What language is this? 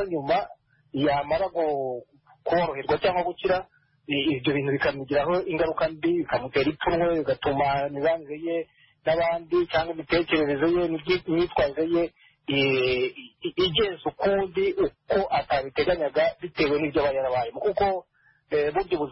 Kinyarwanda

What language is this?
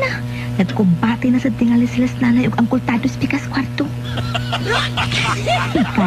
Cebuano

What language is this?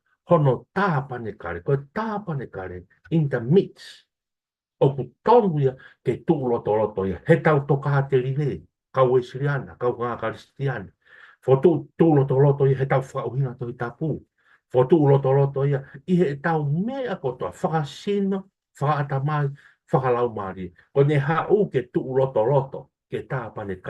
Tongan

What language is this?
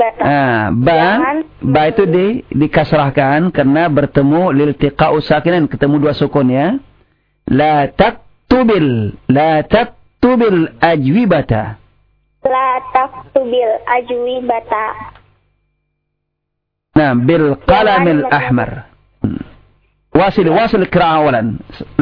Indonesian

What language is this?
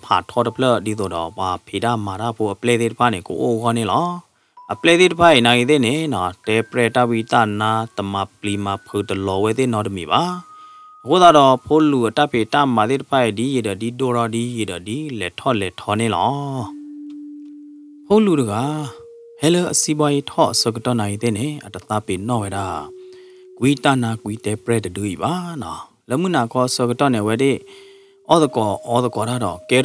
S'gaw Karen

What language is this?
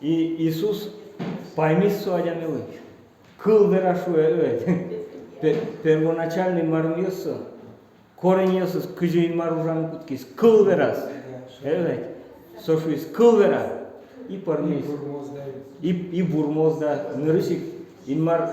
Udmurt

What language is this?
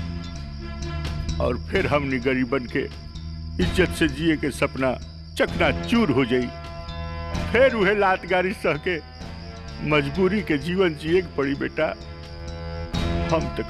Bhojpuri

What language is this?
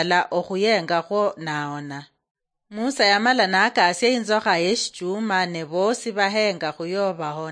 Luyia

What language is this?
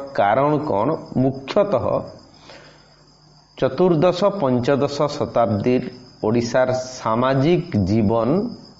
Odia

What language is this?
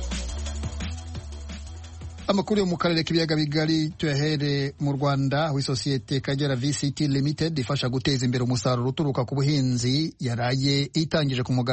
Kinyarwanda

